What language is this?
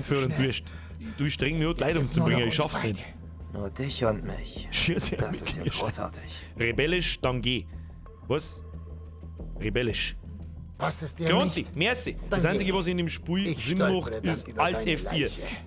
Bavarian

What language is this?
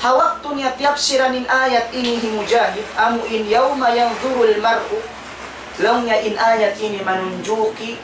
Tausug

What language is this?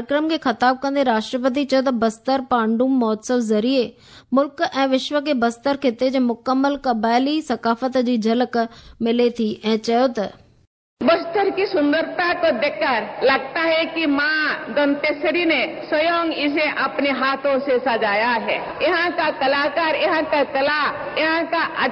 Sindhi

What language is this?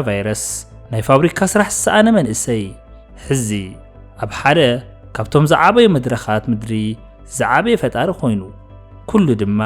Tigrinya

